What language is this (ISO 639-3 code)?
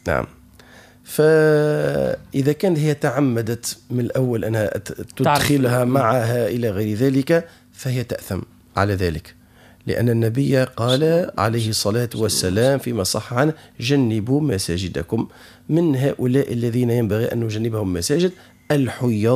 ara